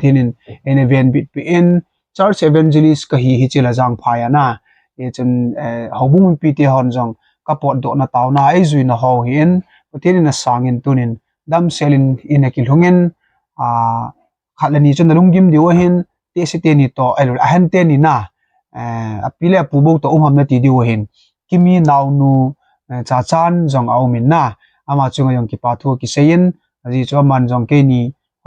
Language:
Thado Chin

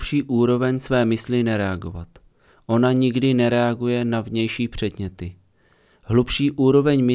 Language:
Czech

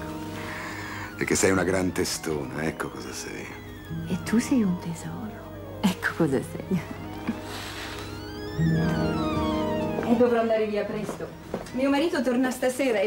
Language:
Italian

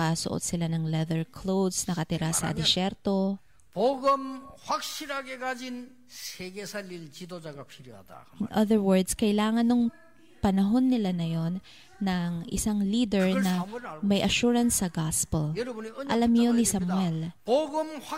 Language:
Filipino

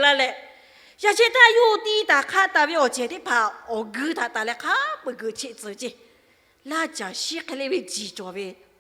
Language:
Lahu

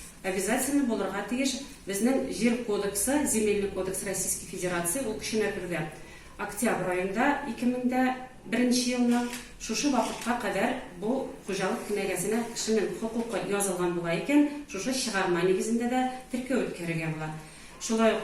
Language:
Tatar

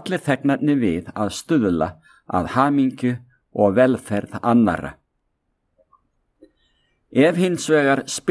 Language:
Icelandic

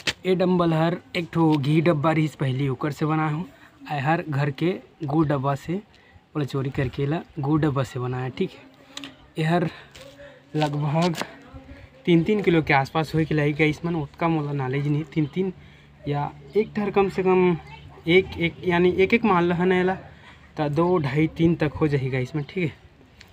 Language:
Chhattisgarhi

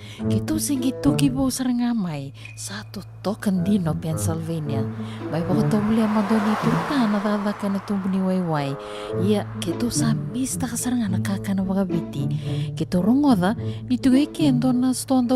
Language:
Fijian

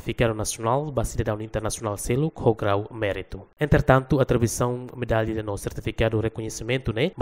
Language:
Tetum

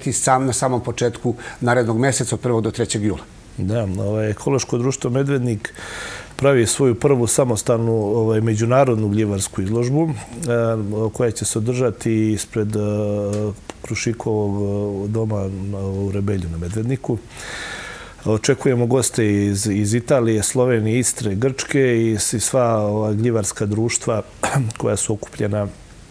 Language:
Serbian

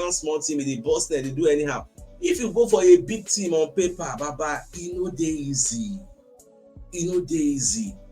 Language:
Nigerian Pidgin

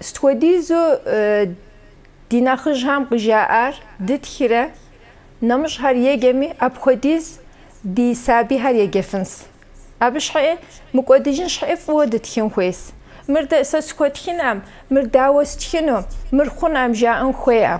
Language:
Kabardian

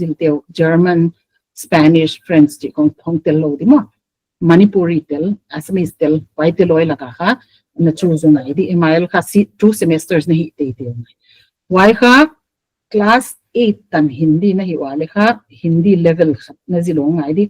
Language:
Paite Chin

